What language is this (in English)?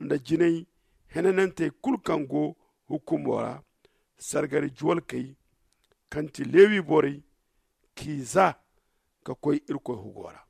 Zarma